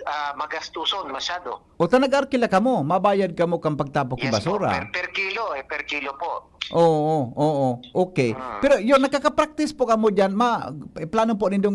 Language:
Bikol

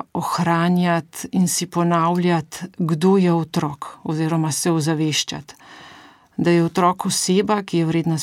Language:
Slovenian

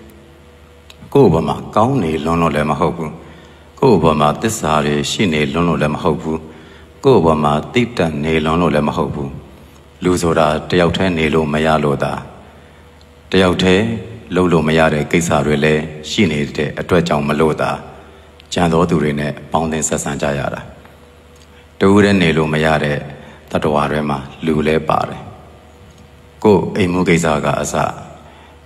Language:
Burmese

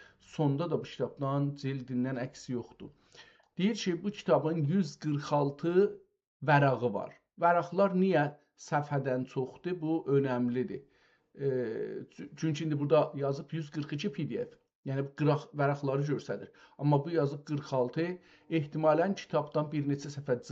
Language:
South Azerbaijani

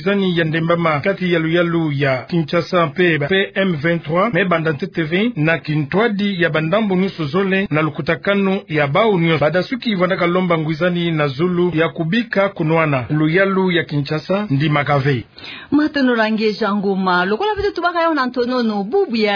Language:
Kituba (Democratic Republic of Congo)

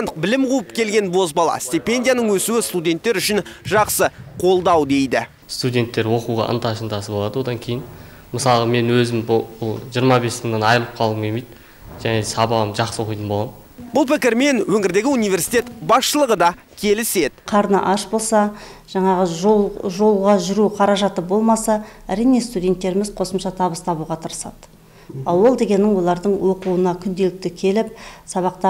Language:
Kazakh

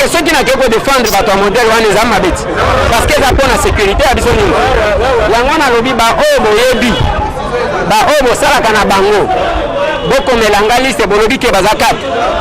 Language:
Lingala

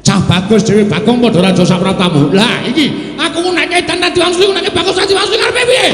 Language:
Javanese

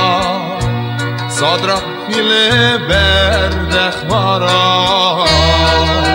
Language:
Assyrian Neo-Aramaic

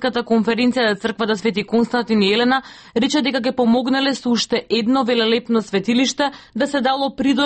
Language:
Macedonian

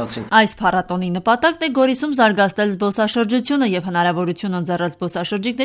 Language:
Armenian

